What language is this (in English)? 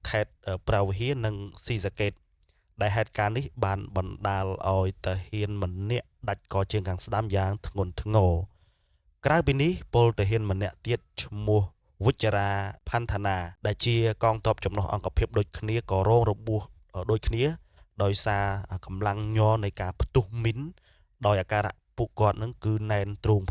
Khmer